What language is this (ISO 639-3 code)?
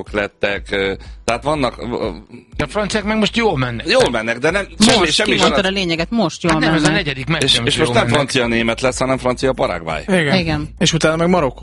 hun